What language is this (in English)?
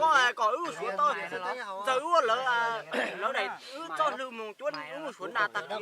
Hmong